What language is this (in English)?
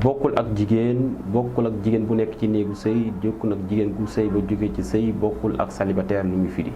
Wolof